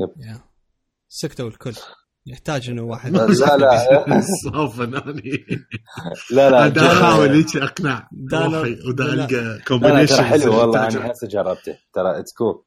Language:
Mesopotamian Arabic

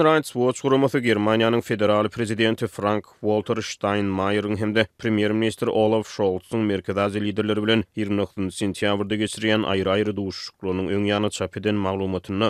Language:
Turkmen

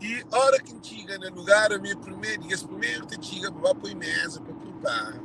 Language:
Kabuverdianu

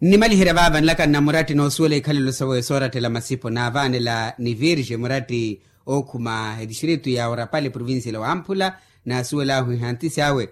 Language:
Makhuwa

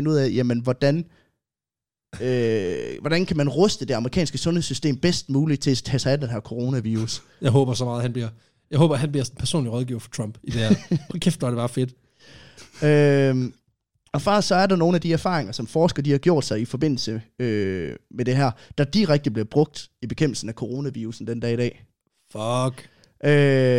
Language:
Danish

